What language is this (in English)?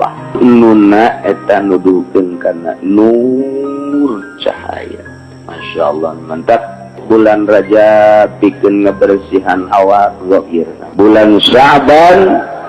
Sundanese